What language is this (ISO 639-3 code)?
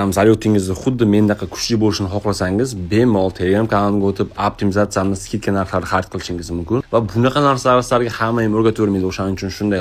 uzb